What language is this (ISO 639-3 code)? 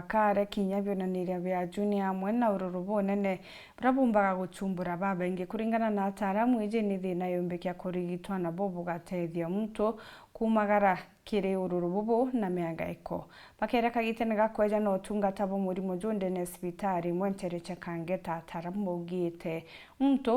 mer